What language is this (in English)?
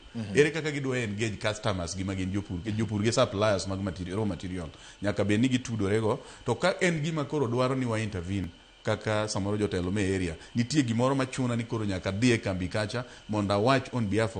Luo (Kenya and Tanzania)